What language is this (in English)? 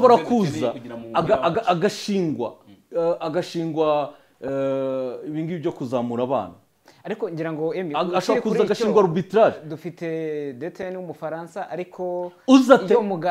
Kinyarwanda